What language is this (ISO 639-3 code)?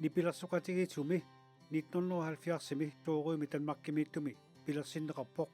kal